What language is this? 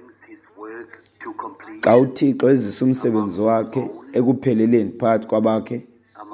Xhosa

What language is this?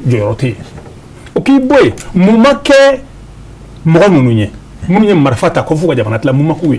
Bambara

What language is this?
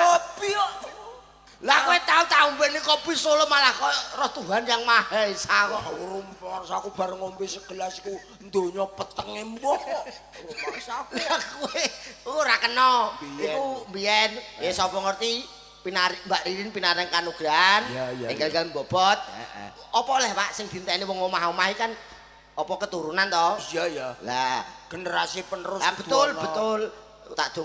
Javanese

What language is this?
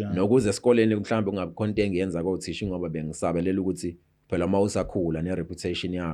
Zulu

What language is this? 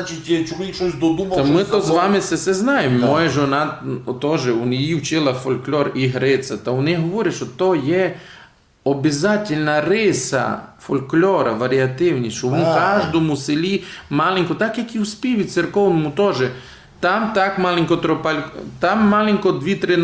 Rusyn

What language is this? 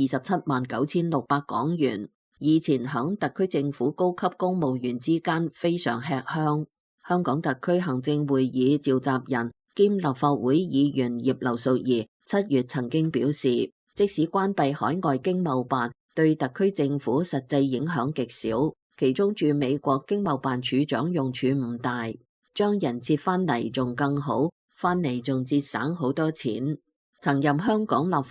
Cantonese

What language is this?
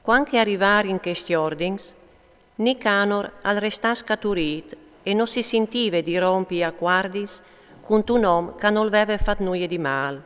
Friulian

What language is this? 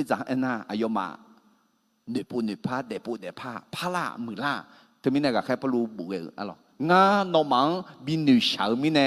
Akha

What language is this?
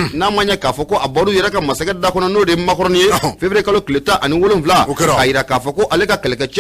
Bambara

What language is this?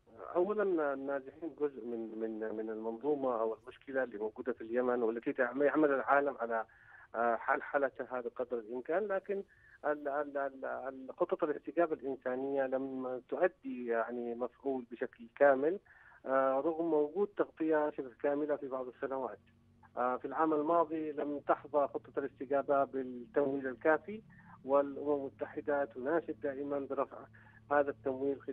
Arabic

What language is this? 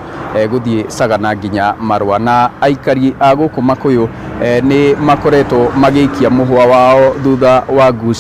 Kikuyu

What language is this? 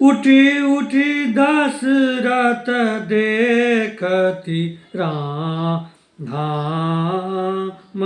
Maithili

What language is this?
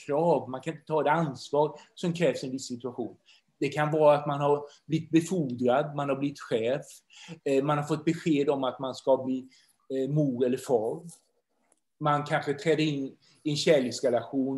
Swedish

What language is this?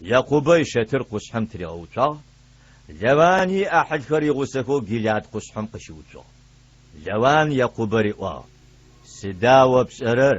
Adyghe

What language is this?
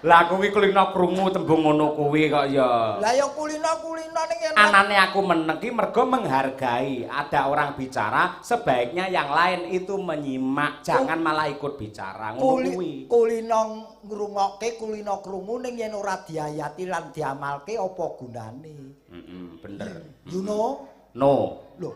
Javanese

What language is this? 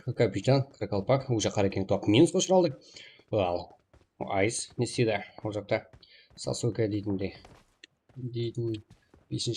Kara-Kalpak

